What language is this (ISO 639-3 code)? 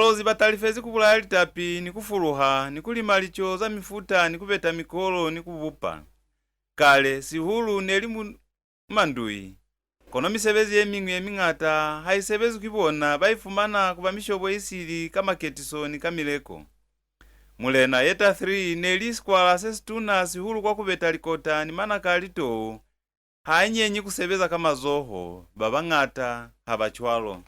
loz